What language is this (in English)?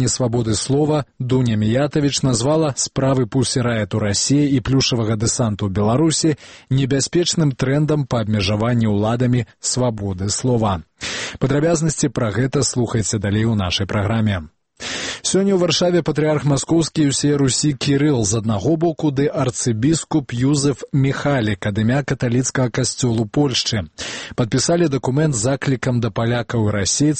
Belarusian